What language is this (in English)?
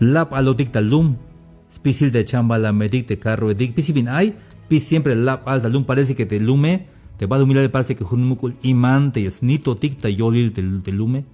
Tzeltal